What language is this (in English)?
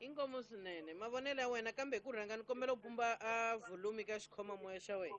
Tsonga